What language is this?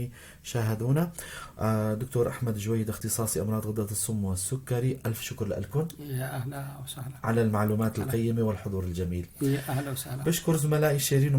North Levantine Arabic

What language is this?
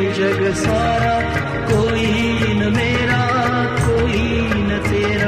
Marathi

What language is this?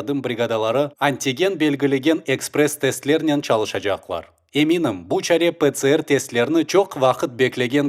Crimean Tatar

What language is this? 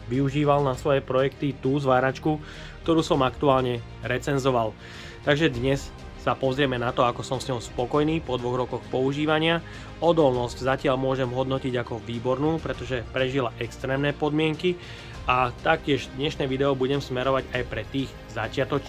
Slovak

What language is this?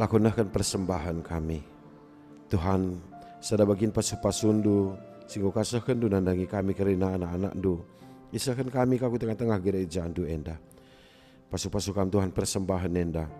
Batak Karo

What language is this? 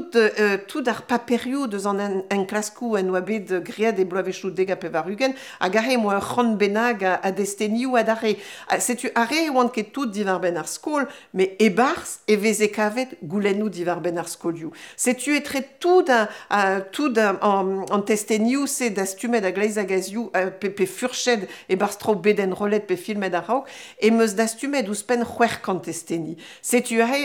Breton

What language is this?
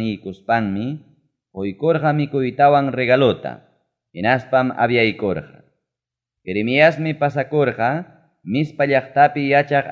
Ayacucho Quechua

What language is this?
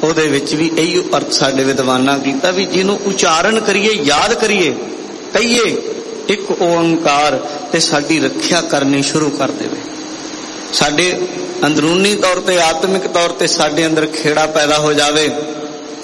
Punjabi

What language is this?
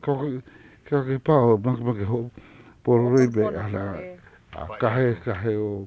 Hawaiian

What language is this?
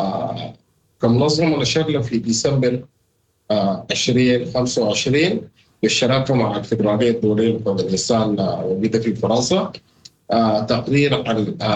Sudanese Arabic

